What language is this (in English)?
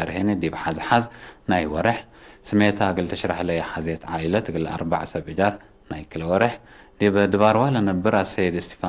Tigre